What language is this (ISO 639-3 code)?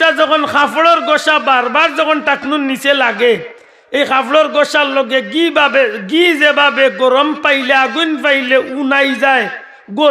syl